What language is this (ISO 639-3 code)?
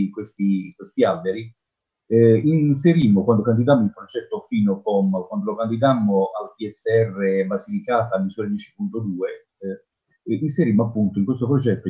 ita